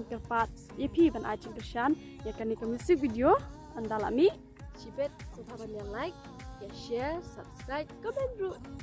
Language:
Khasi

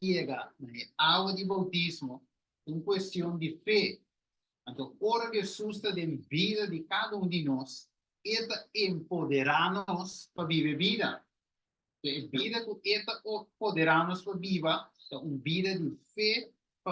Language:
Papiamento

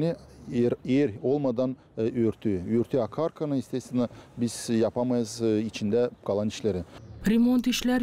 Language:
Gagauz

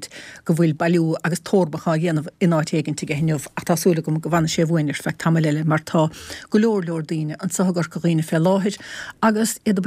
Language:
Irish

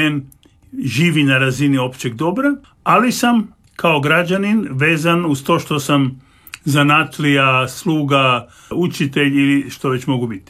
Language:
Croatian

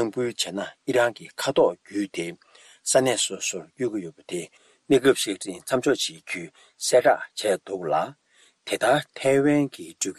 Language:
Tibetan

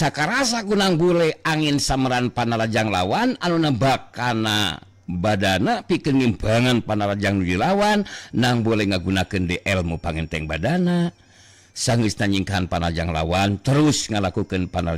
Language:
Sundanese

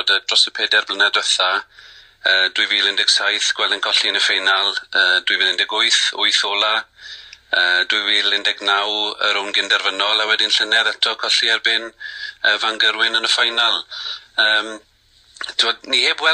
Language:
Welsh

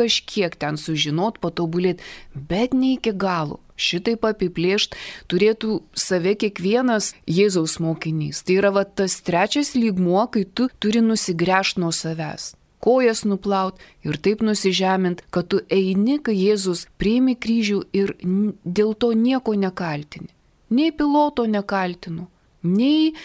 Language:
Lithuanian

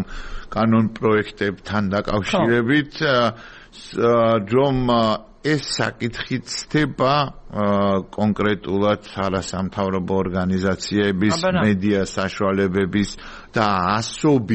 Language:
Georgian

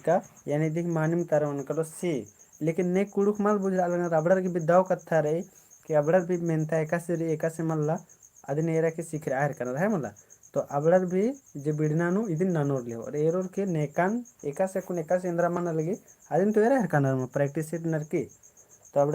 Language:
Kurukh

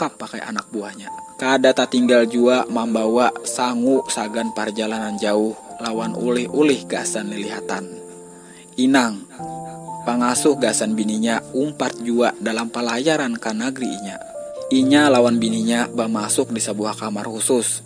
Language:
Banjar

